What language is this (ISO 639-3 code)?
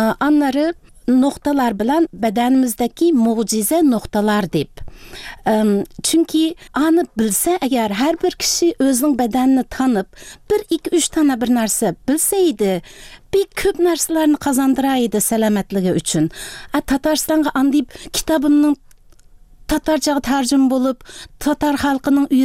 tat